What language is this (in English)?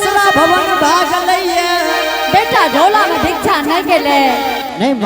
Angika